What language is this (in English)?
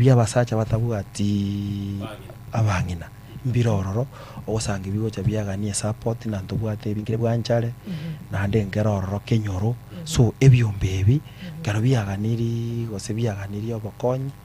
Gusii